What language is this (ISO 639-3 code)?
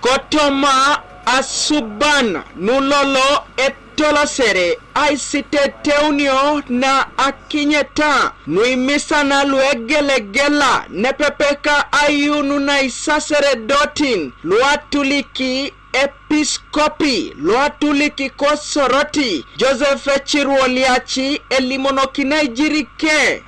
teo